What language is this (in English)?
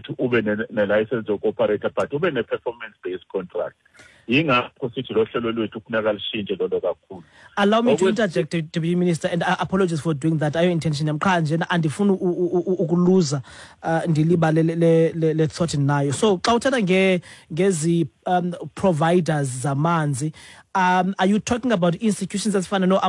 Xhosa